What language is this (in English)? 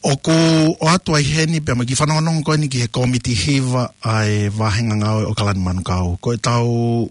Tongan